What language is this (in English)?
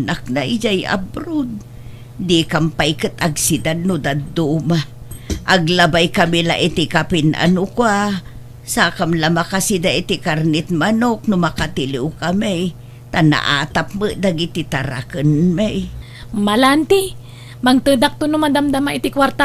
Iloko